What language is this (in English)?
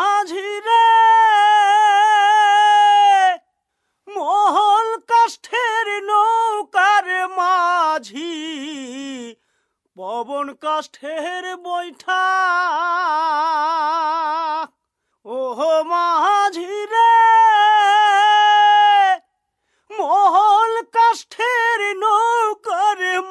Bangla